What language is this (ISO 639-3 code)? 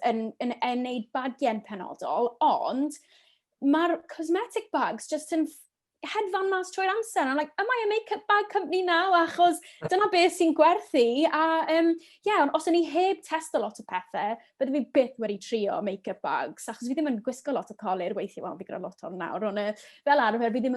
cym